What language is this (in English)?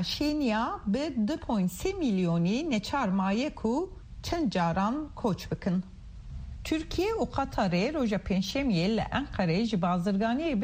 Kurdish